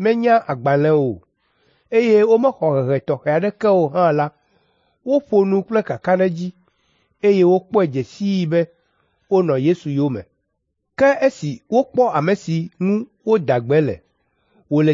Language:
Ewe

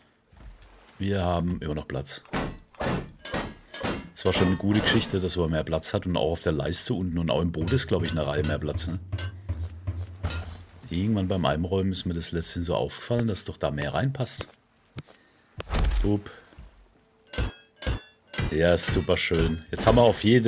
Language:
German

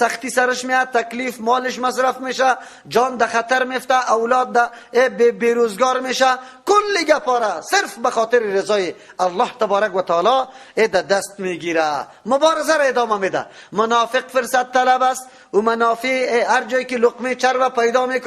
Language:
Persian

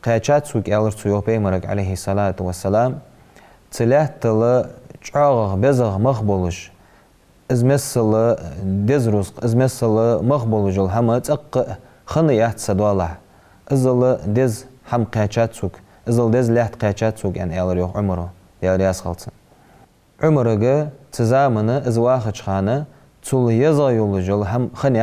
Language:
Ingush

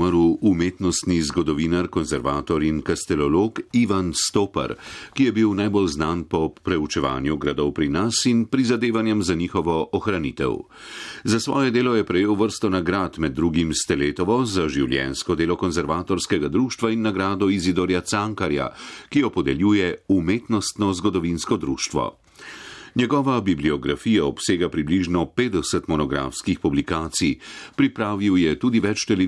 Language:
Slovenian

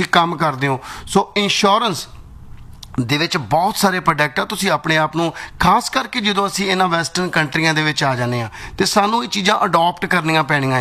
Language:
Punjabi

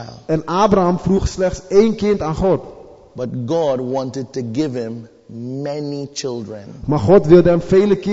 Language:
Dutch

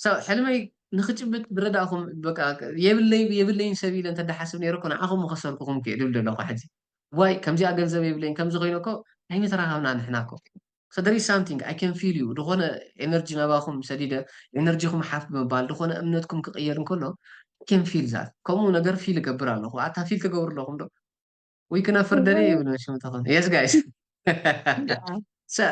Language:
Tigrinya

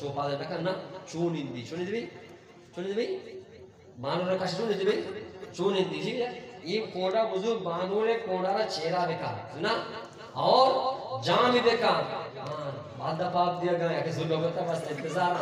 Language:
Eastern Balochi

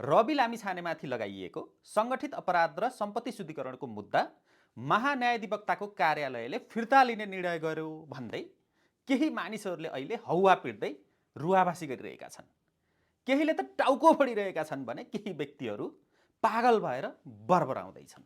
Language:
Nepali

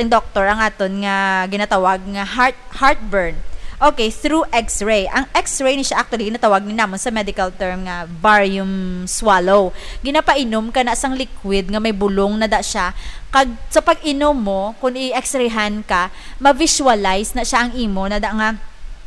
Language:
Hiligaynon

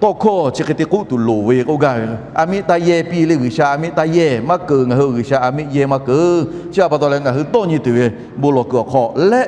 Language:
Lahu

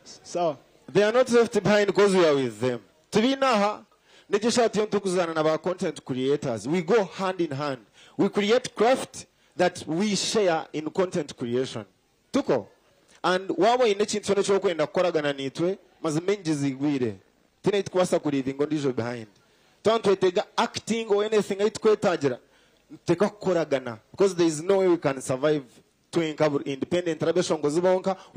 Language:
Nyankole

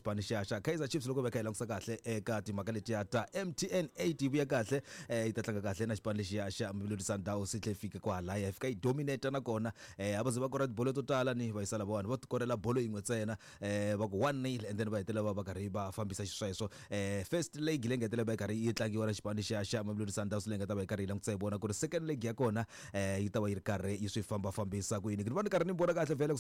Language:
Tsonga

